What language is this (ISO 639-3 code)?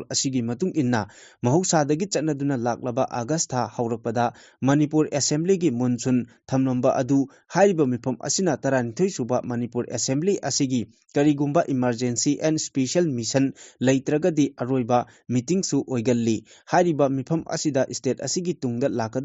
mni